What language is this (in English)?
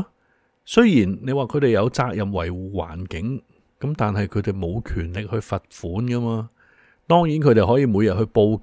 Cantonese